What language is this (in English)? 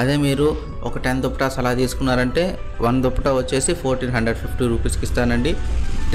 Telugu